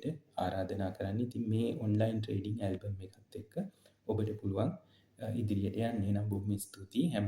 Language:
Sinhala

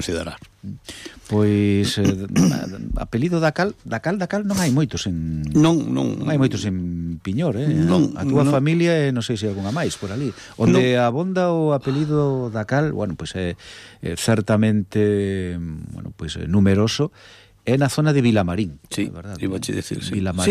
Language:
Galician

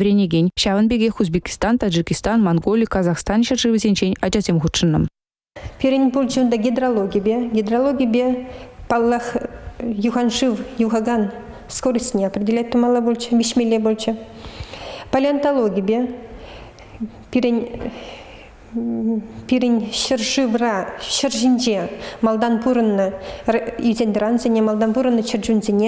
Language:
Chuvash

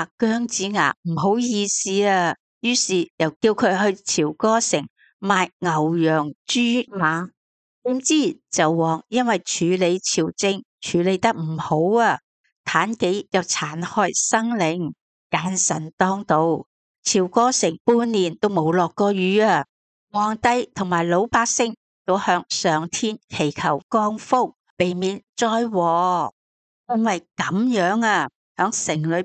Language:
Cantonese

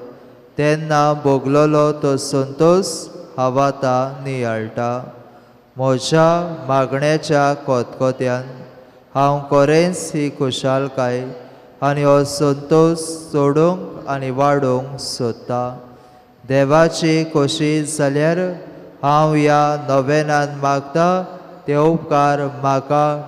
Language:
Konkani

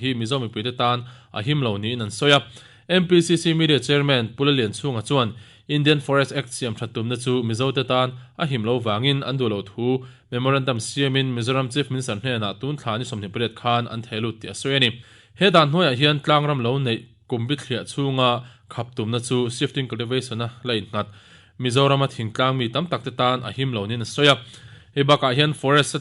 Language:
Mizo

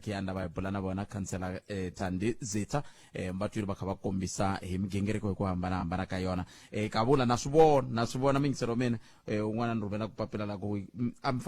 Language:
Tsonga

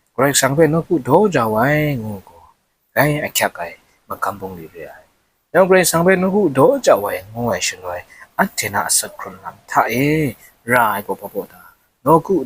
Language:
Kachin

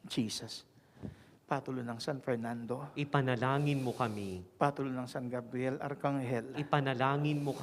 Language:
Pampanga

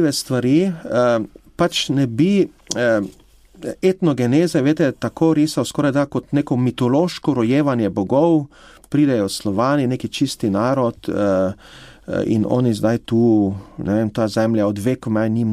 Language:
Slovenian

